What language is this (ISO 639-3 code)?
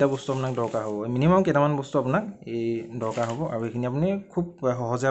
asm